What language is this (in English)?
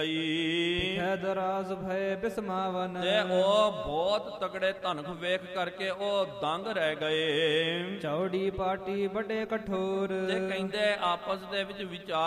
Punjabi